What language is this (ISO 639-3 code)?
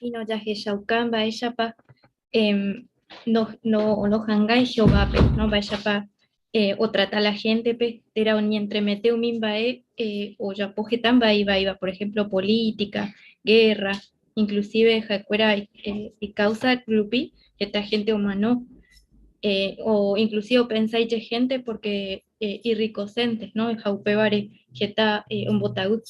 grn